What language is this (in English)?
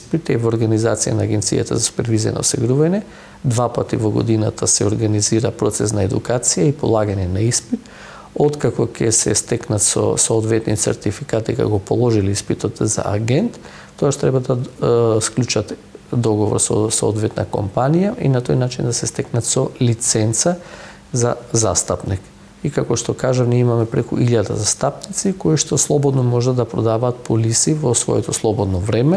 Macedonian